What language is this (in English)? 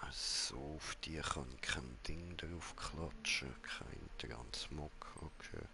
Swiss German